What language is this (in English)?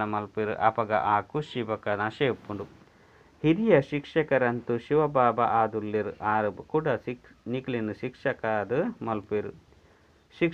Tulu